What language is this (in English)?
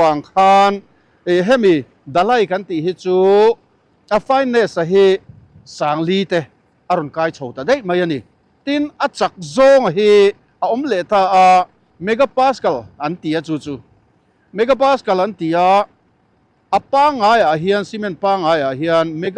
Mizo